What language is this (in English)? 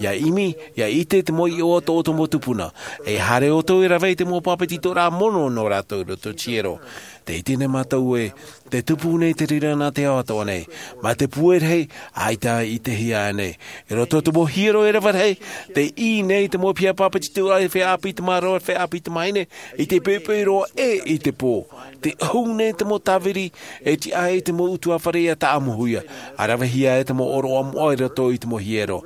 Tahitian